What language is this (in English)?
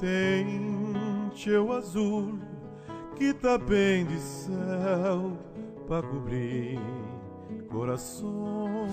Kabuverdianu